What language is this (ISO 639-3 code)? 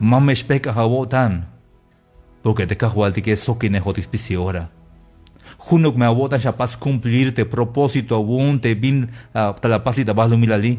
tzh